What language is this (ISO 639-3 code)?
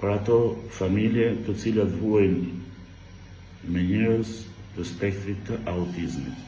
sqi